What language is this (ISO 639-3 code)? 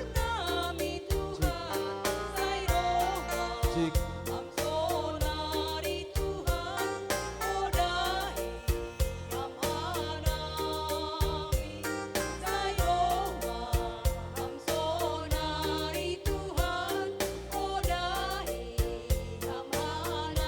bts